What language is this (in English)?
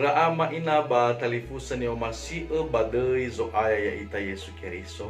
Nias